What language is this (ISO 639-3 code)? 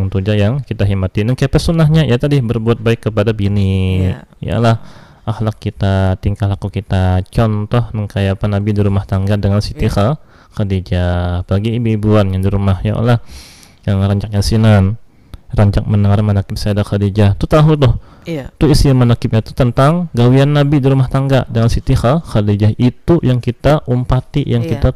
bjn